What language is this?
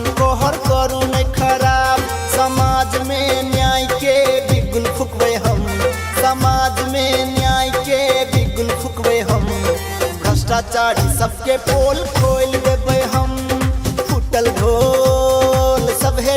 Maithili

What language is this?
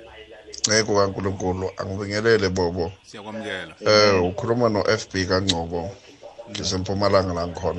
South Ndebele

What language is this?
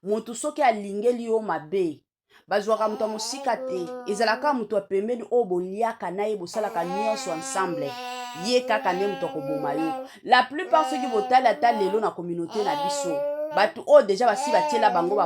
Lingala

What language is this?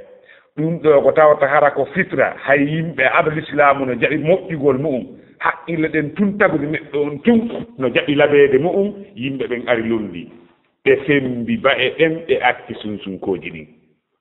Fula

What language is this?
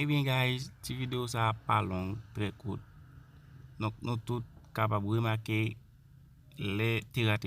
Haitian Creole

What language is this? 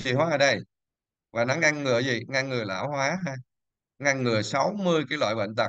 Vietnamese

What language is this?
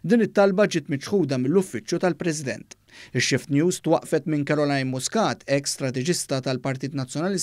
Maltese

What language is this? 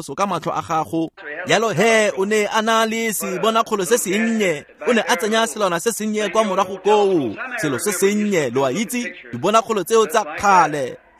Tswana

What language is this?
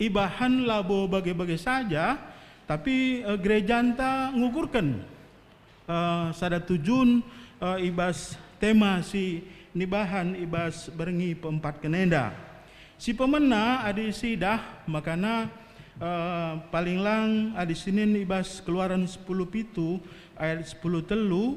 Batak Karo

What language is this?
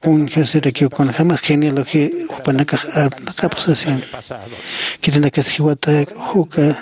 Aymara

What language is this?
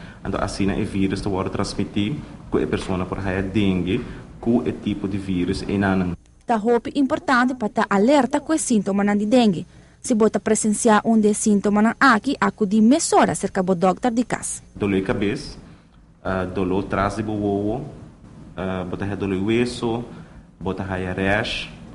Papiamento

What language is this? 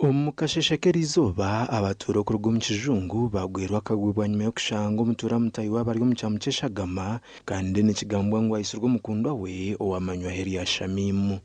Nyankole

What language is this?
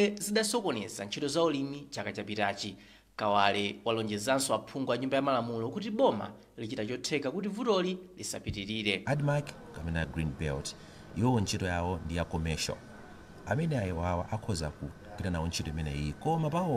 Nyanja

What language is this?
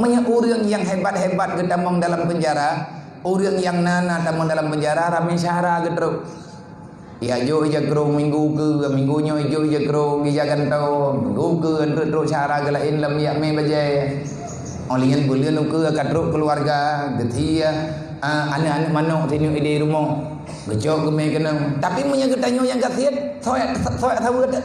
Achinese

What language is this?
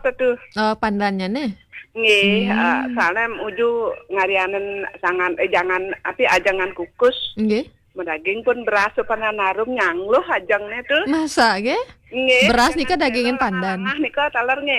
Balinese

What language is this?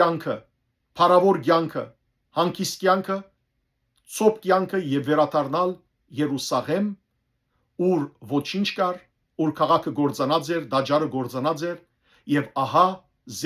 Western Armenian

